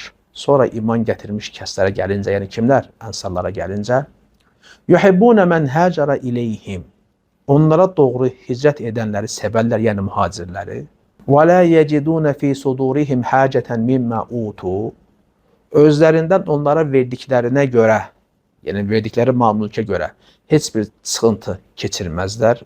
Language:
Azerbaijani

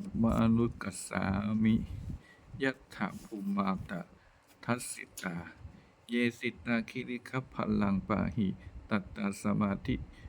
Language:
Pali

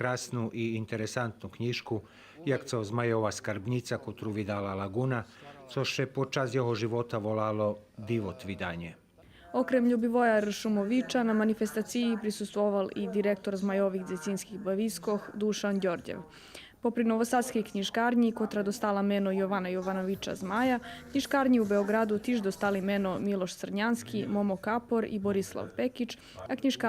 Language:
Rusyn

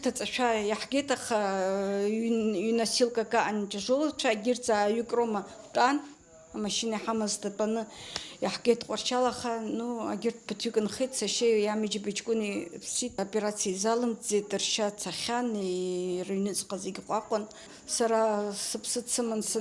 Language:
Abkhazian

